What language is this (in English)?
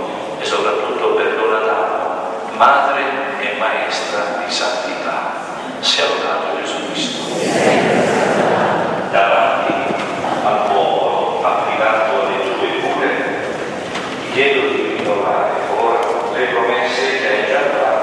Italian